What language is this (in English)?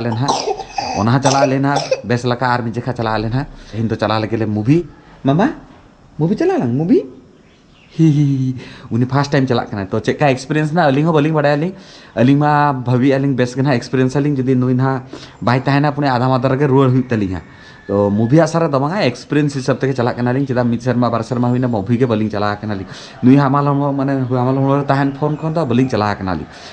Santali